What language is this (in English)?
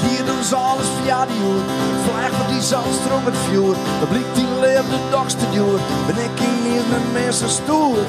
Western Frisian